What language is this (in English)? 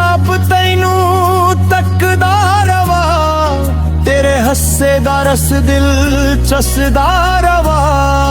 Dogri